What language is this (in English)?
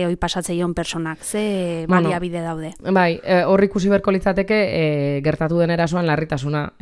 Basque